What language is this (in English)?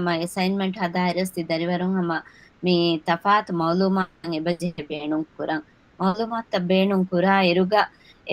Divehi